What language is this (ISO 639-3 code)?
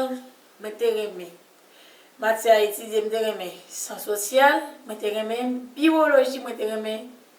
hat